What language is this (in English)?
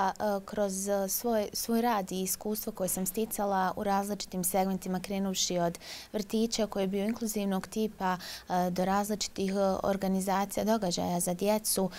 Bosnian